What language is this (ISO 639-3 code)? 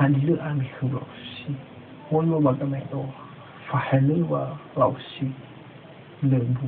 nia